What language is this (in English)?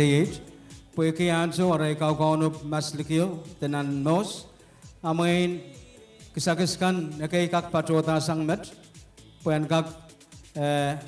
Pohnpeian